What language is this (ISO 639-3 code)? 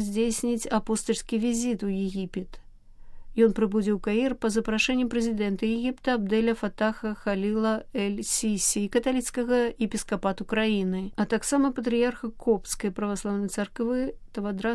bel